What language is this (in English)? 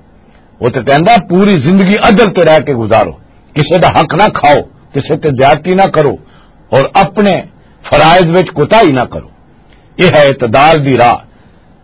Western Panjabi